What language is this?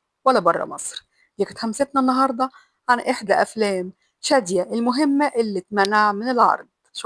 Egyptian Arabic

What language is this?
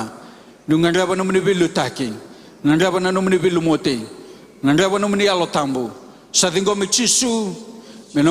Fijian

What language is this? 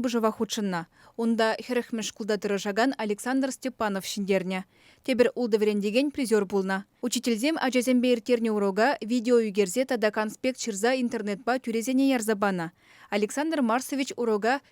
Chuvash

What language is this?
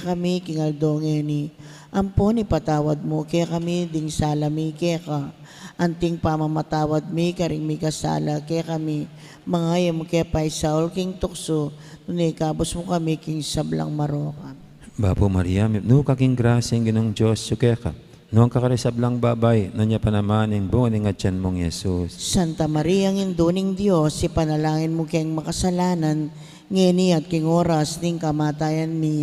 Pampanga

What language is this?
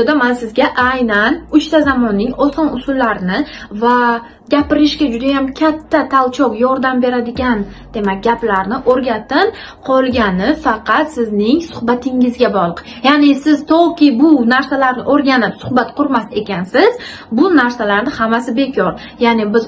Uzbek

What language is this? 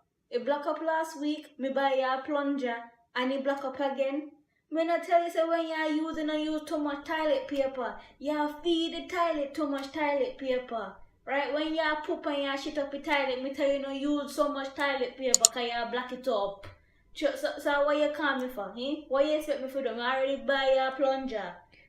Jamaican Creole English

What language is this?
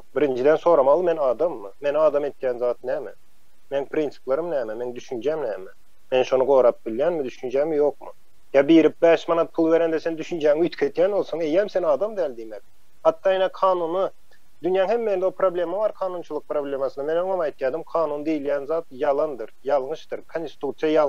Turkmen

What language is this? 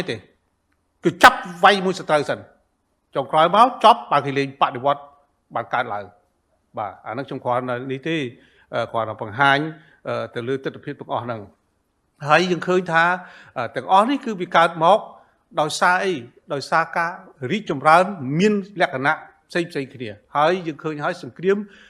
Khmer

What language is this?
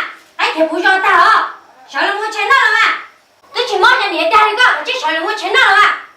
Hmong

